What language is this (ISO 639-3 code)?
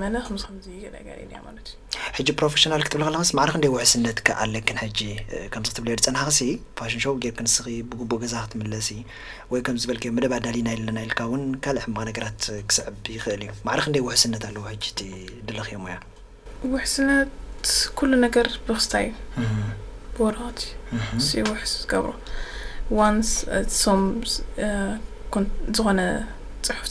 tir